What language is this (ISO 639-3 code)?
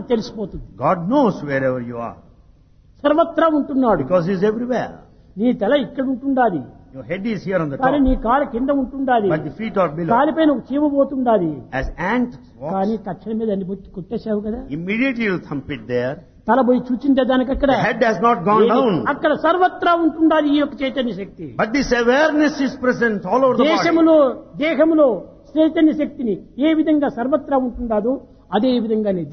tel